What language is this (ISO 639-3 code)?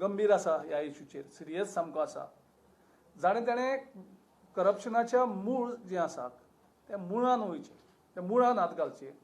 kok